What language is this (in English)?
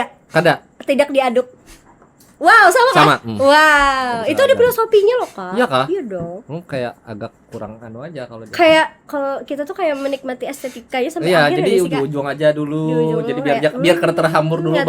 Banjar